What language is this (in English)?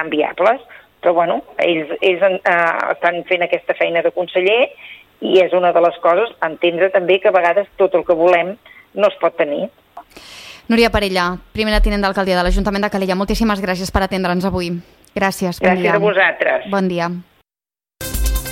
Catalan